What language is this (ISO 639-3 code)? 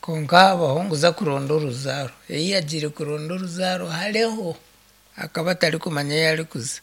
nyn